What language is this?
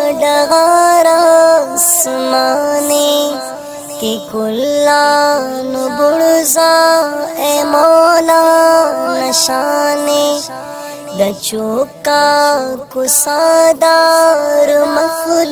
Brahui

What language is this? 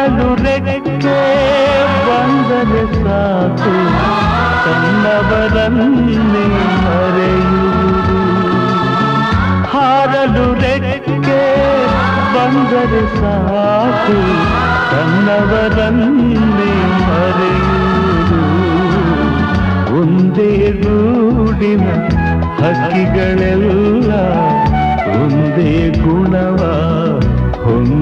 Kannada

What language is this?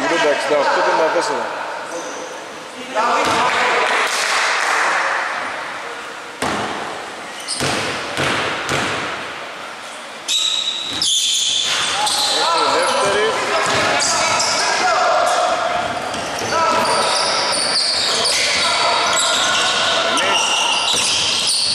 Greek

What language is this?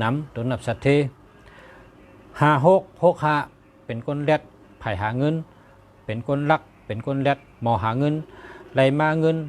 Shan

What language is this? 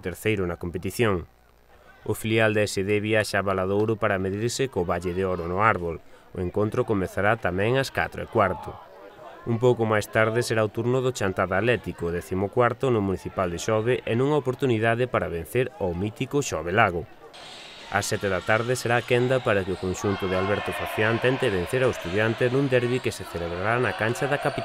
Galician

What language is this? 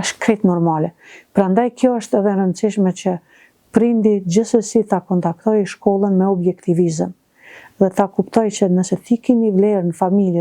Albanian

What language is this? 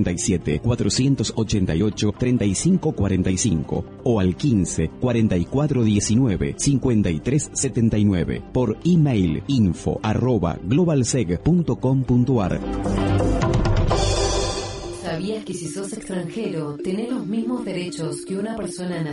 Spanish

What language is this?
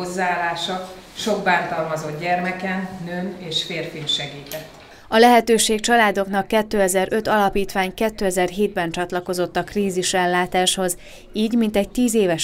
Hungarian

